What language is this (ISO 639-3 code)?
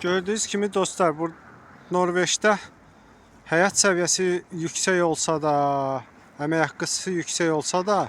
aze